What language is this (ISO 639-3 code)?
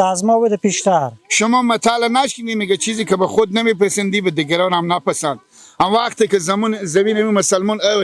fas